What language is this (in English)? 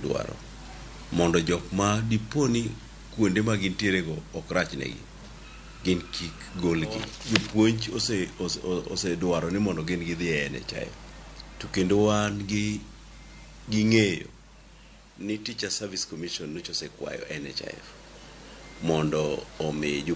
Luo (Kenya and Tanzania)